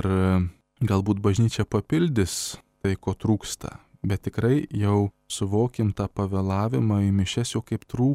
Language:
Lithuanian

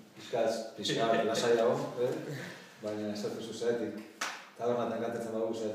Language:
Basque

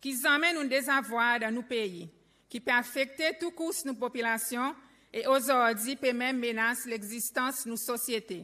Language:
Seselwa Creole French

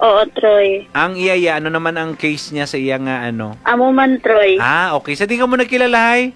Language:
Hiligaynon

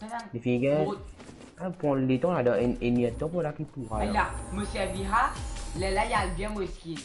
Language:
Morisyen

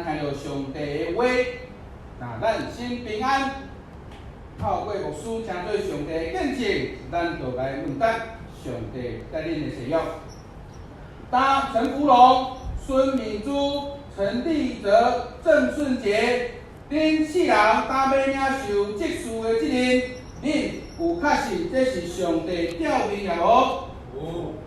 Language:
Min Nan Chinese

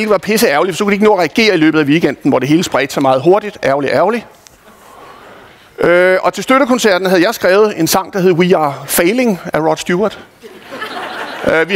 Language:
Danish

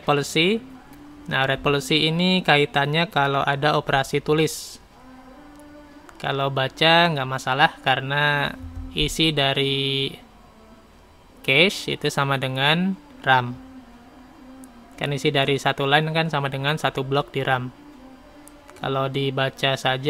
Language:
Indonesian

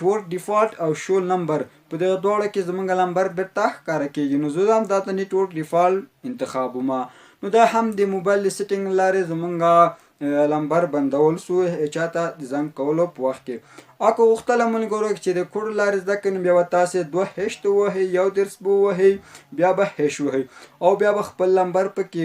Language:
Pashto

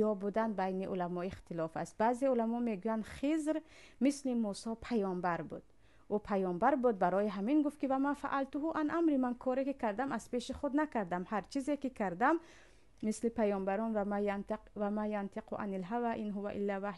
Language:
Tajik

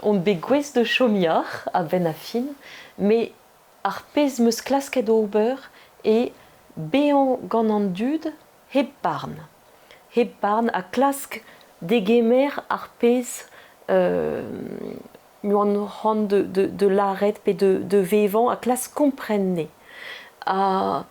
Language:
Breton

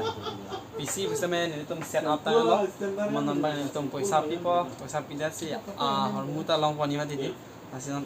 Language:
Karbi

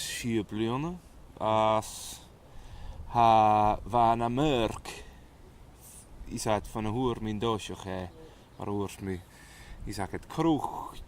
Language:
Scottish Gaelic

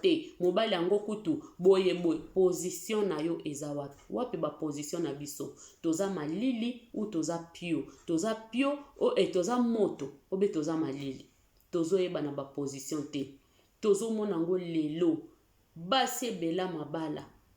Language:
Lingala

